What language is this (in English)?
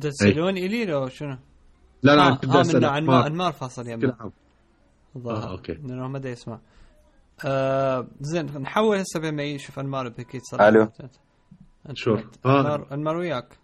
Mesopotamian Arabic